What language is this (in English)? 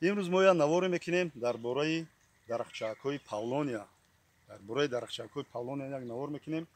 Tajik